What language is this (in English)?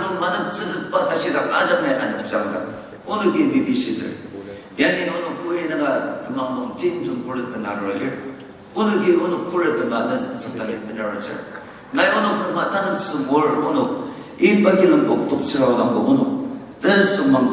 Ao Naga